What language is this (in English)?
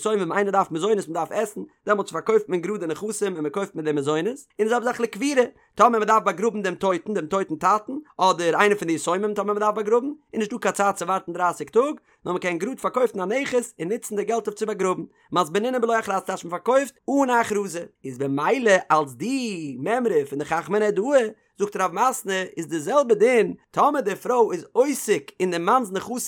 Yiddish